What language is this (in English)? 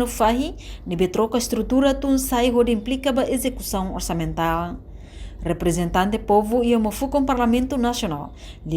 Tetum